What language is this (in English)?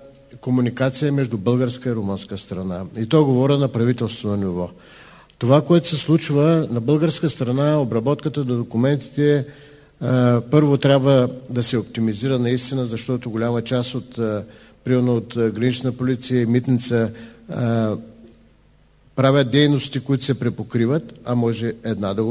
Bulgarian